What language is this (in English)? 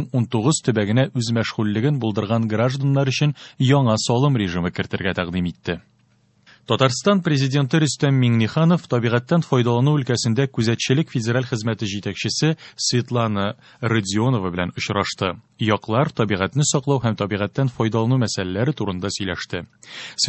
Tatar